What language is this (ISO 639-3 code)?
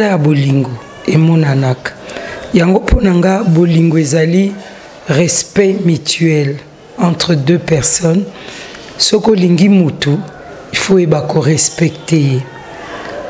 lin